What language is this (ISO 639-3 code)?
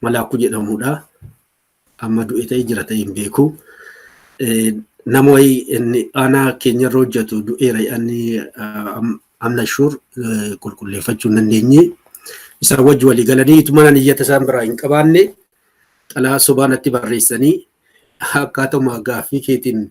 orm